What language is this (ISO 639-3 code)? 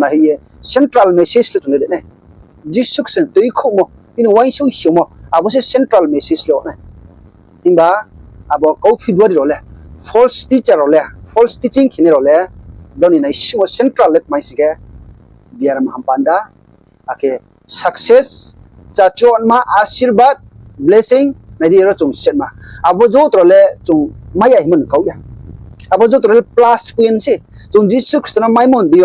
ria